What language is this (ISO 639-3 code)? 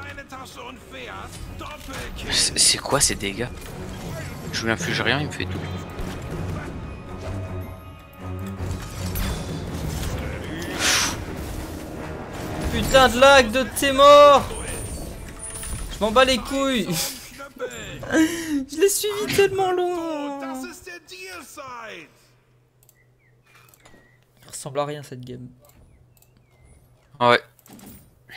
fra